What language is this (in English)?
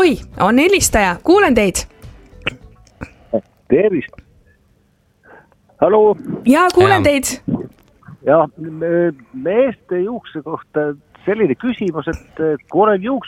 Estonian